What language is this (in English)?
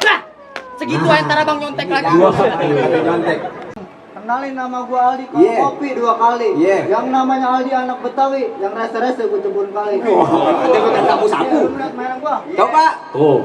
Betawi